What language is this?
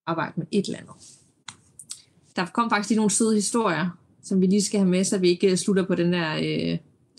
Danish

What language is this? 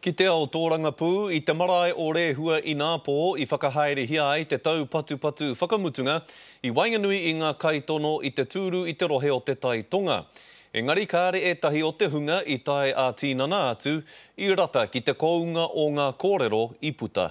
Māori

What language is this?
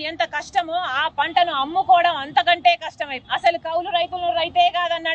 Telugu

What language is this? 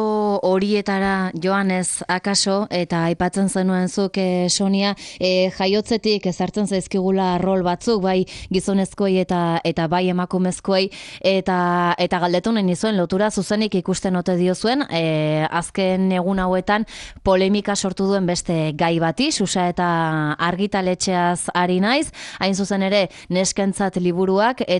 Basque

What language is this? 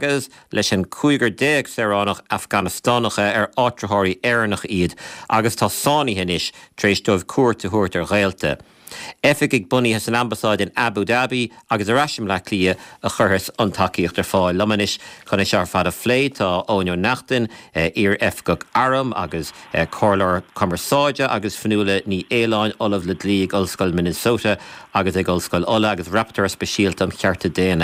Irish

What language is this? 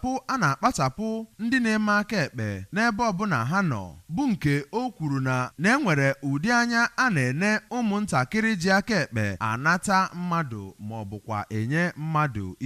Igbo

